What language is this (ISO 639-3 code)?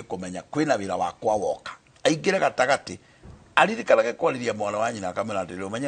kik